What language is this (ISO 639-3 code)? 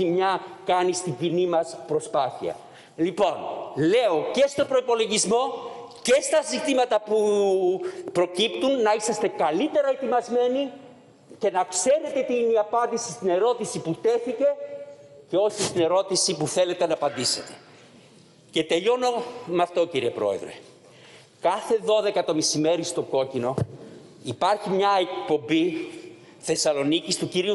ell